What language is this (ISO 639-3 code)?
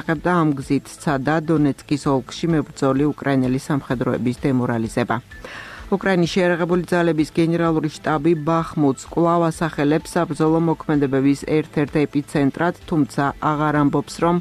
kat